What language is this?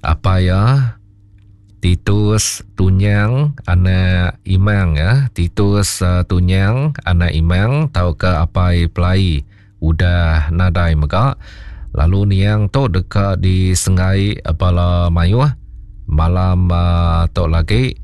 Iban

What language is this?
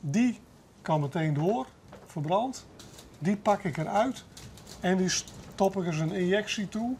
Western Frisian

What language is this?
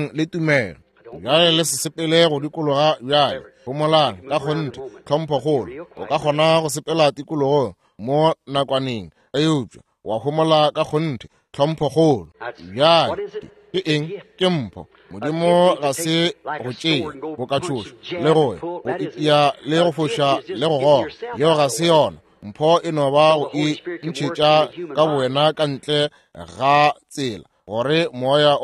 Northern Sotho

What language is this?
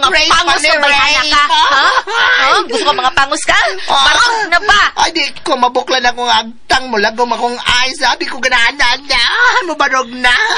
Cebuano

